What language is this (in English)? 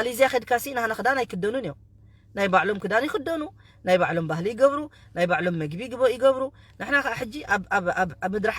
Tigrinya